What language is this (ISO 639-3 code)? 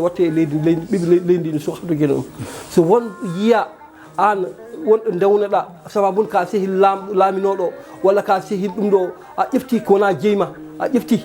ful